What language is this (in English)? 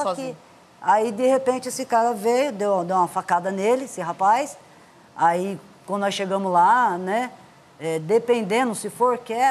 Portuguese